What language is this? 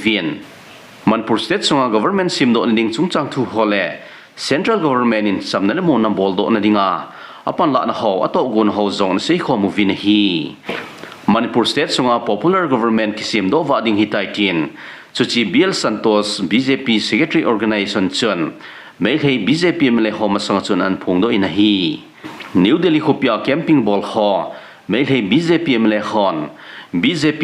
Thado Chin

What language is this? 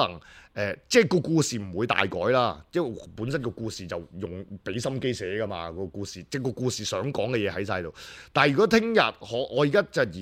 Cantonese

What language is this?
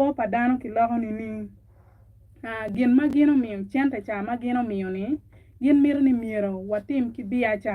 Acoli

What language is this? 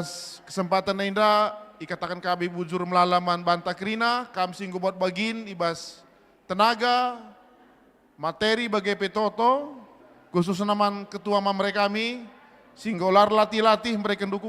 Batak Karo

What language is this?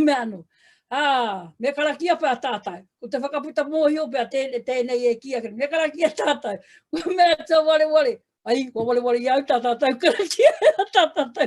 Māori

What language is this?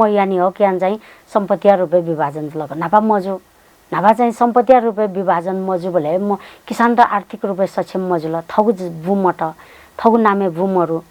Newari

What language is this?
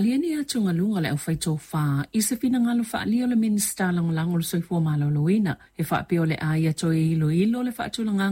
Samoan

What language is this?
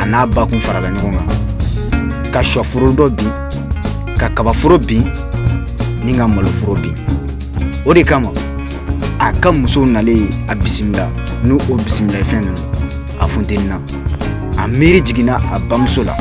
Bambara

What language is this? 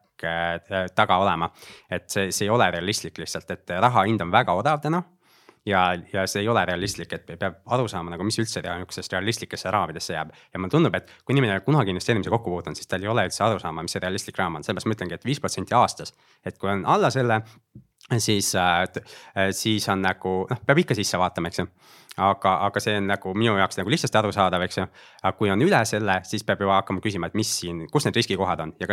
Estonian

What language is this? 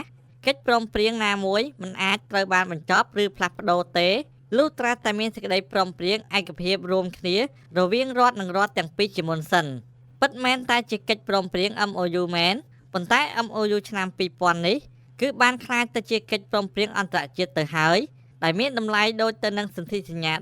Khmer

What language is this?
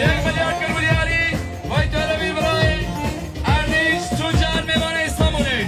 Kurdish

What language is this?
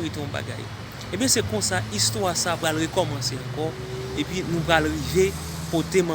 Haitian Creole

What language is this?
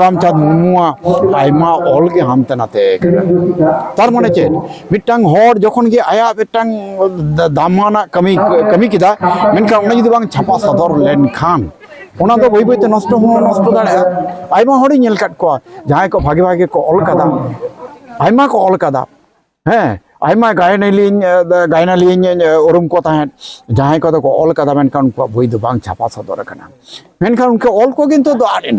Santali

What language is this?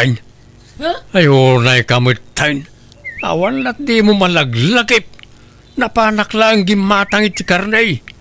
Iloko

